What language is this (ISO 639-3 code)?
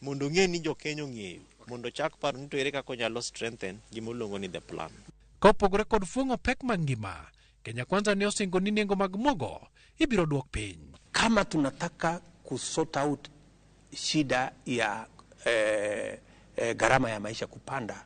luo